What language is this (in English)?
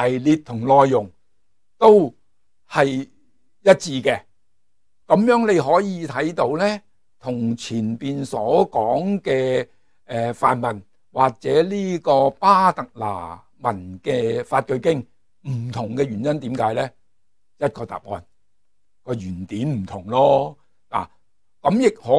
Cantonese